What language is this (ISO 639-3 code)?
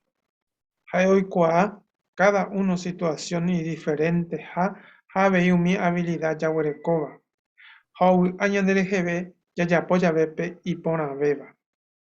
grn